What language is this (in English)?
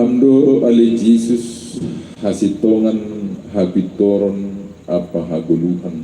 Batak Simalungun